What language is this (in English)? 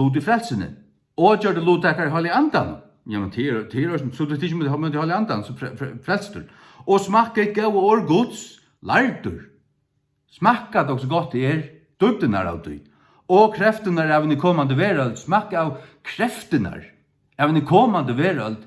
Faroese